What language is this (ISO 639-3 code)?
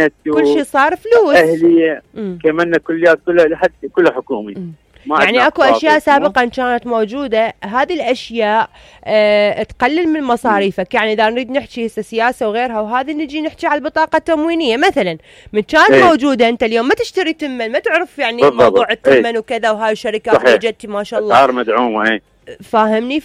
acm